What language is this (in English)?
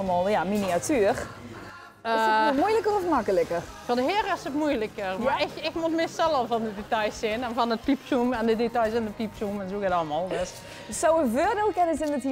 Limburgish